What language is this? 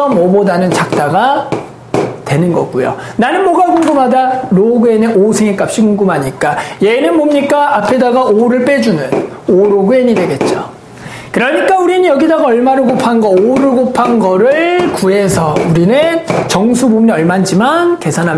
Korean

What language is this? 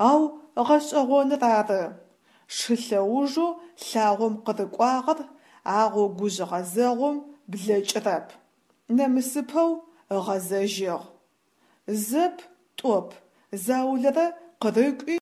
Adyghe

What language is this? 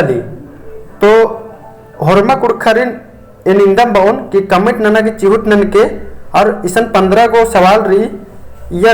Kurukh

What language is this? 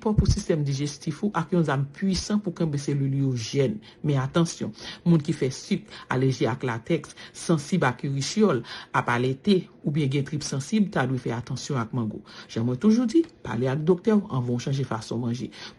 Haitian Creole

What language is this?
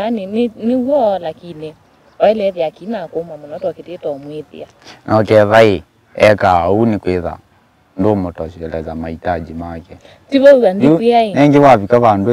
Kamba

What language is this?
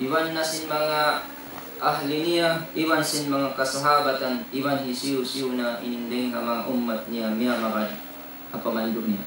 Tausug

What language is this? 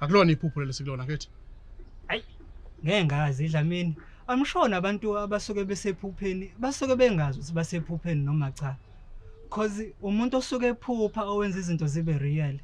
Zulu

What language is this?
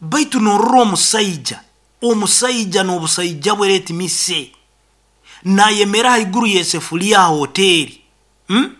Nyoro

